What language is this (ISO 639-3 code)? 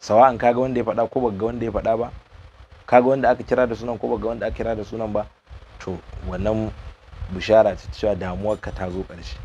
hau